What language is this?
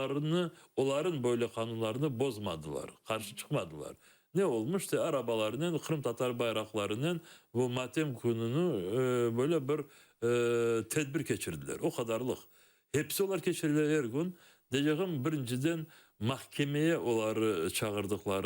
Crimean Tatar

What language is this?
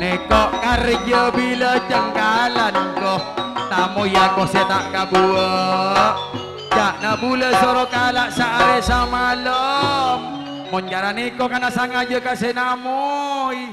Madurese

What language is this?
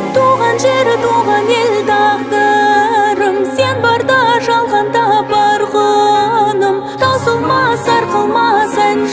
Kazakh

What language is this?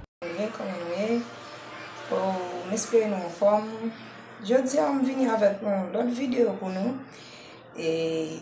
Haitian Creole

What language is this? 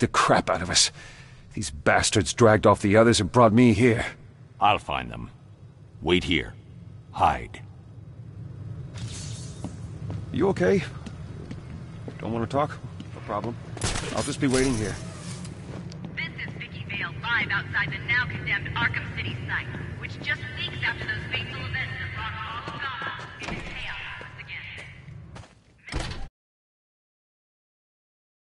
English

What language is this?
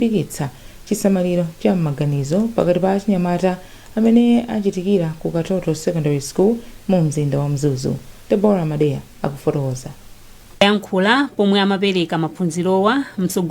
Nyanja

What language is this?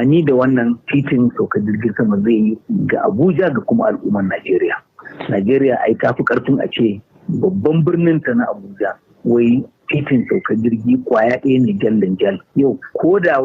Hausa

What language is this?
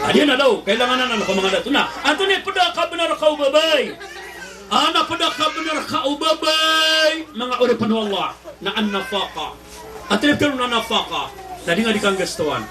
Maranao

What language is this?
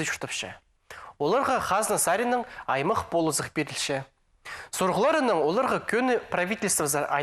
Khakas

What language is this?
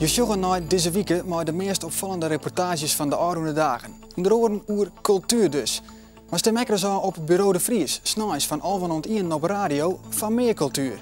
Western Frisian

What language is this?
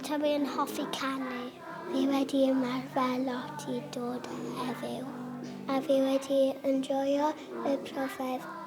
Welsh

